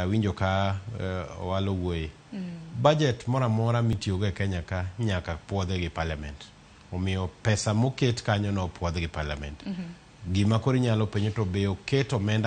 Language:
Luo (Kenya and Tanzania)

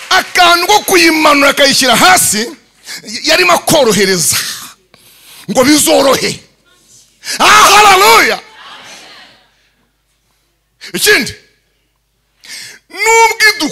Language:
Kinyarwanda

